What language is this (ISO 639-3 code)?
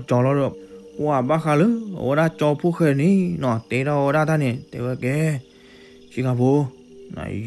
ksw